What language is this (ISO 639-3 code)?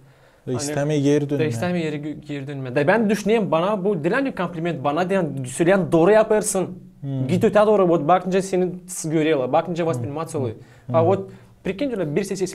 gag